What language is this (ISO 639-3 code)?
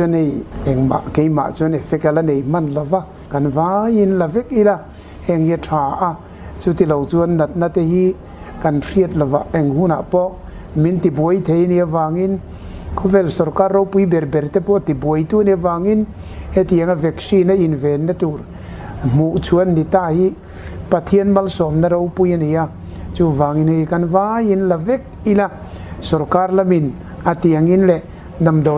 lus